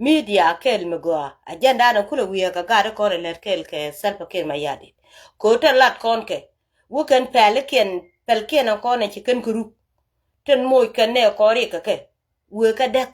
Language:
Nuer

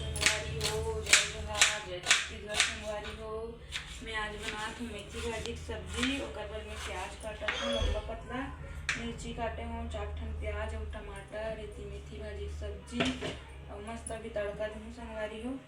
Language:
Chhattisgarhi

